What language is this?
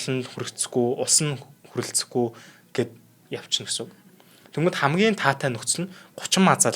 Mongolian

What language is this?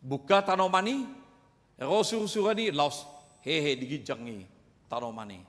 Batak Toba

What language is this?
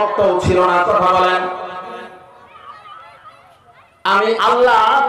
Bangla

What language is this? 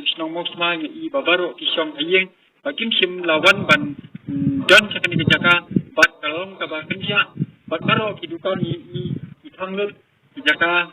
Khasi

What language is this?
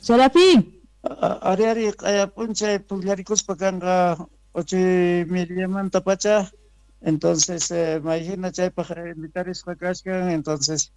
South Bolivian Quechua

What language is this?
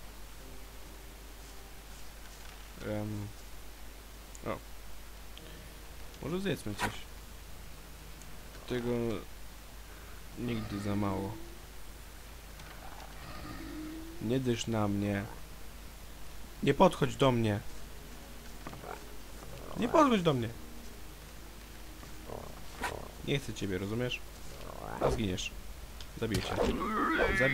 Polish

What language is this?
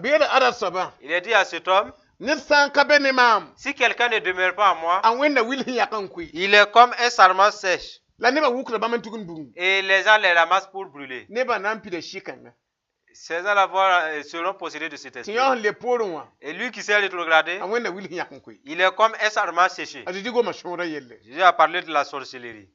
Mossi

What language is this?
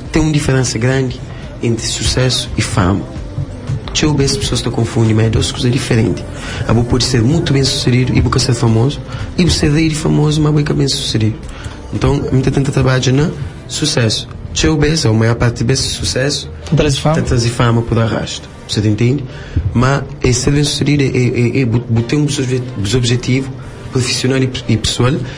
Kabuverdianu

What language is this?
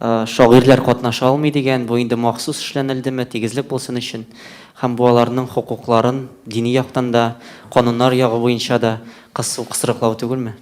Tatar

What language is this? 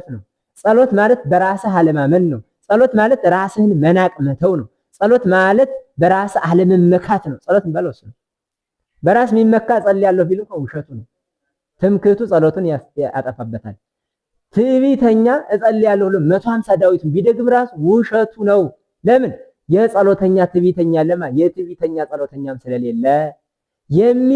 Amharic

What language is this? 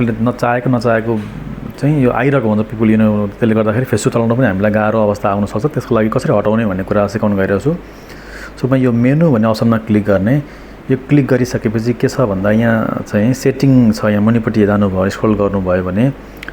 Nepali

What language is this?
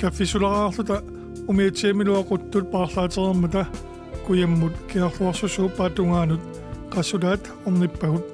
Kalaallisut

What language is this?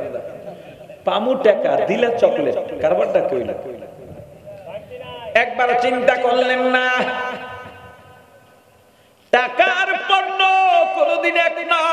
Bangla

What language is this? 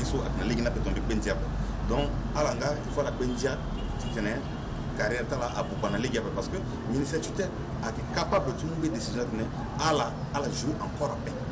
Sango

